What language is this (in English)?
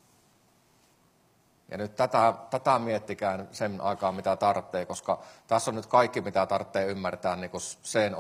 Finnish